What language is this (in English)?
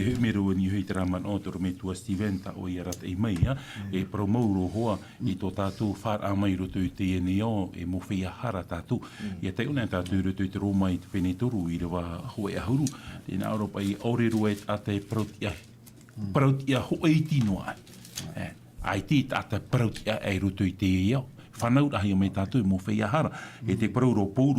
Tahitian